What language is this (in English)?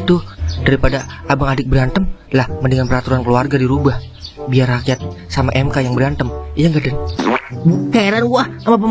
Betawi